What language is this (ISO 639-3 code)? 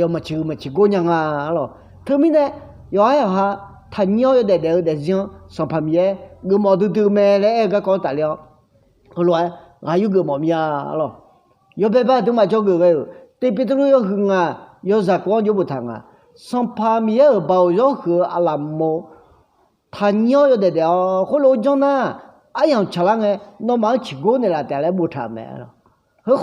ahk